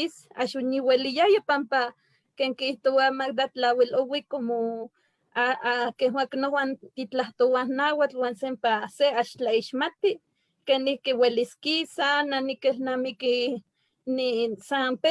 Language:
Eastern Huasteca Nahuatl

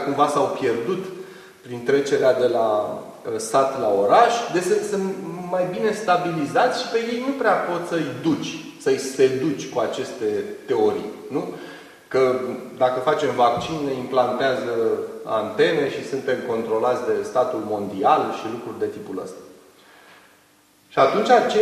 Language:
Romanian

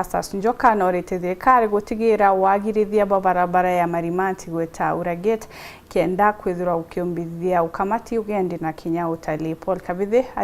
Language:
Meru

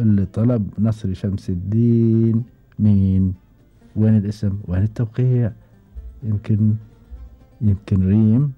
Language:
Gulf Arabic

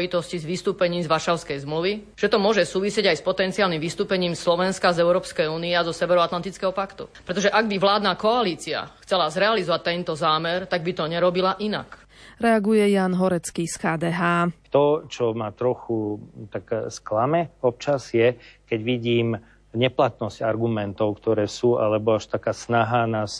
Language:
Slovak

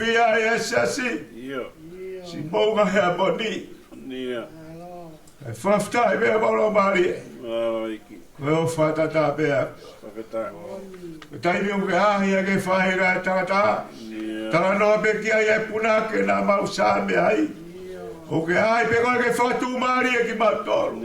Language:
Tongan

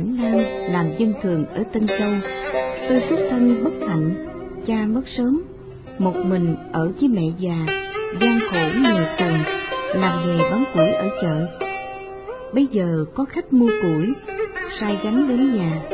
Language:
Vietnamese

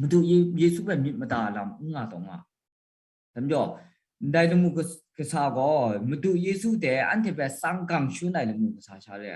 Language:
Kachin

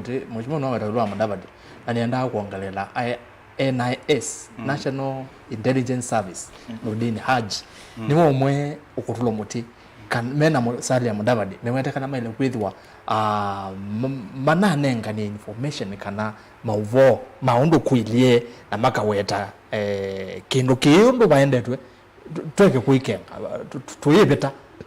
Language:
Kamba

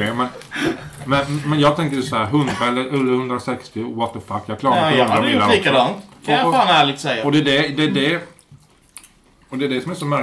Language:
Swedish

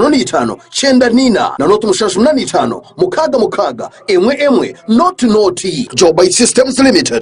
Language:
Nyankole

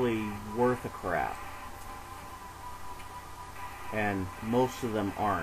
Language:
English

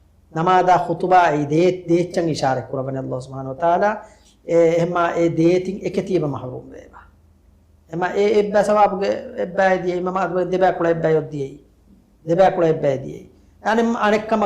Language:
Divehi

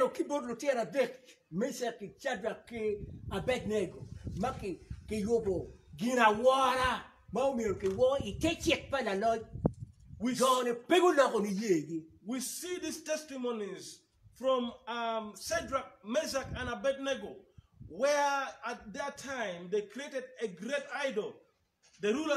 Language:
Acoli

